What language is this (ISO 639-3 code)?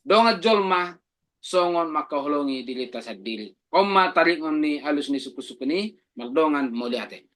bbc